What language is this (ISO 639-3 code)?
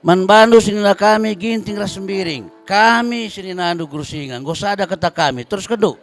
btx